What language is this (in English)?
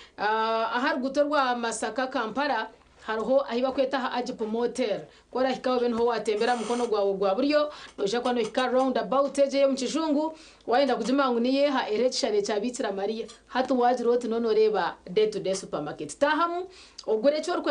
Nyankole